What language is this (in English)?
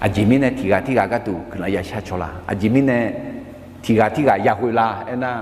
Akha